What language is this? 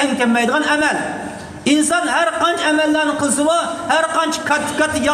Uyghur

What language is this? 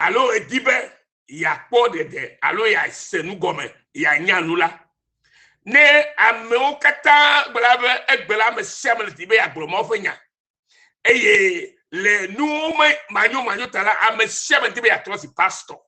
Ewe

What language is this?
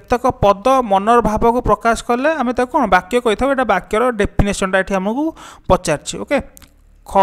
Odia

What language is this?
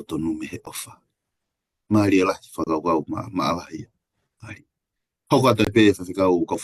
Tongan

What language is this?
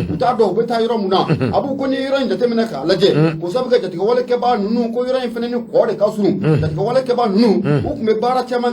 Bambara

